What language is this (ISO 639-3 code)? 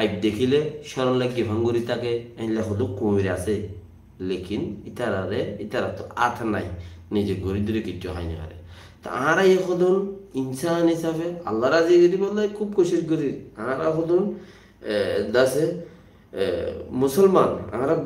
rhg